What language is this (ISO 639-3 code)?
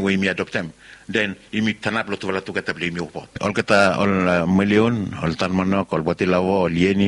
bis